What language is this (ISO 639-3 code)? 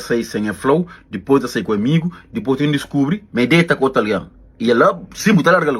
kea